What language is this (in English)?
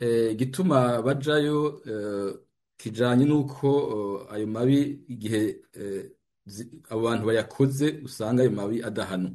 Rundi